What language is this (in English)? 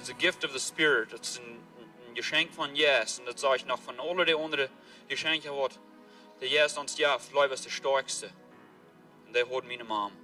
Plautdietsch